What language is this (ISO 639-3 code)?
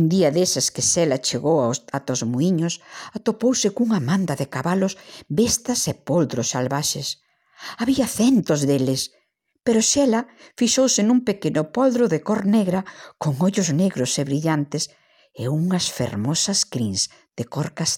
glg